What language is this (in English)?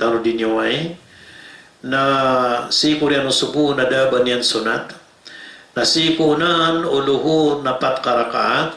Maranao